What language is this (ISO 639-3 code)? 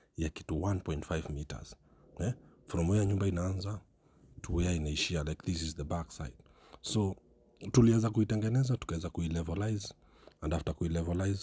swa